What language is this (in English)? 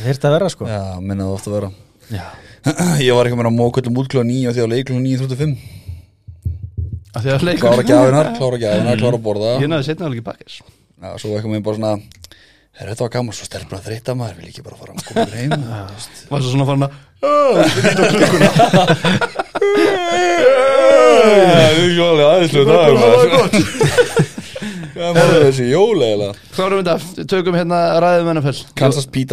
Icelandic